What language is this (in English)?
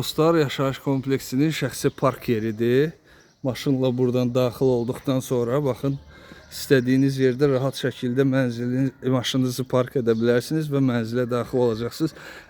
Azerbaijani